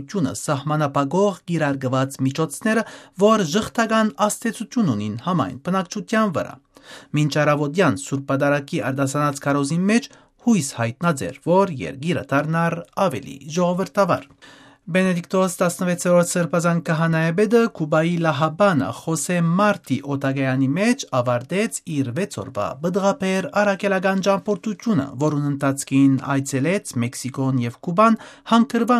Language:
Armenian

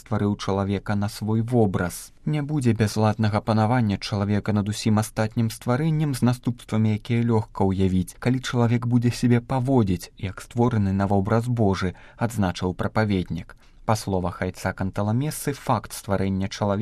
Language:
Belarusian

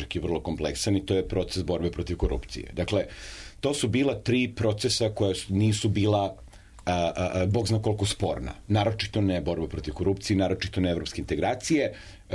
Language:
Serbian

